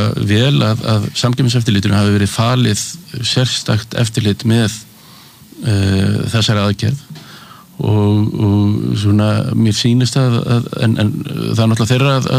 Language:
Icelandic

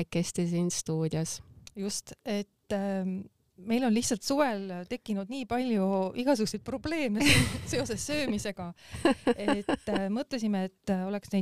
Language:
Estonian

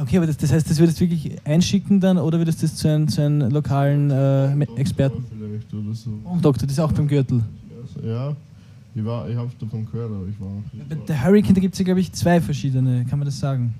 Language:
Bavarian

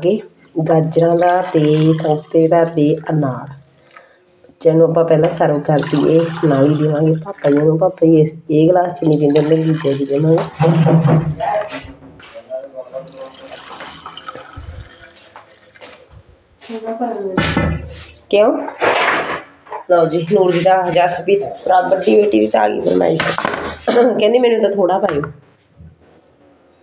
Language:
Punjabi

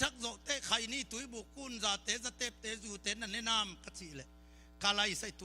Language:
Tedim Chin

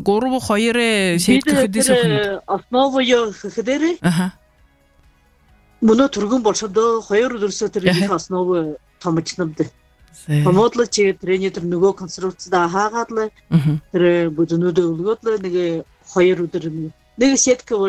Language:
Buriat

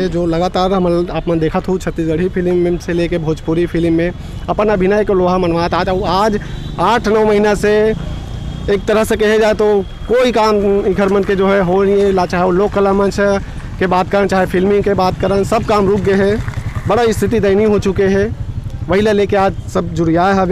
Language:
Chhattisgarhi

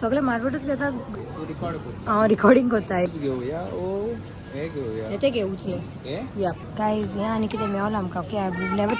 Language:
Konkani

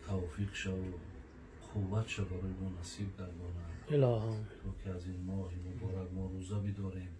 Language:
Tajik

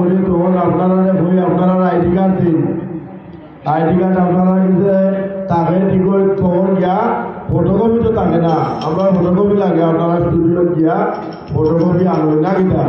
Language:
Sylheti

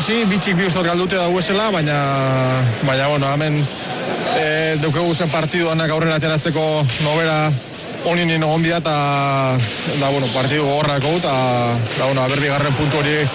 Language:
Basque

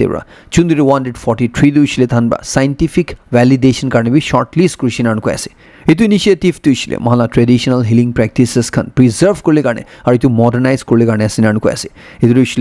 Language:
Naga Pidgin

